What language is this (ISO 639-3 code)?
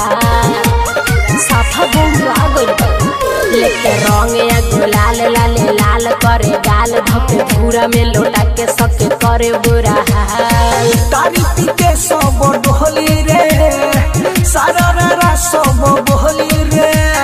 bho